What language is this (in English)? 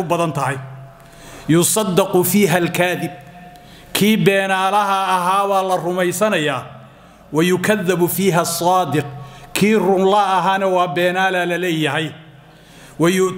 Somali